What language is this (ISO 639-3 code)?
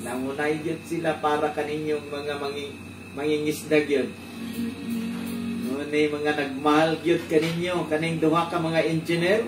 ceb